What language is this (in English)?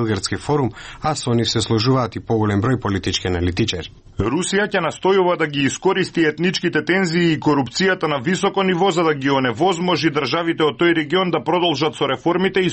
Macedonian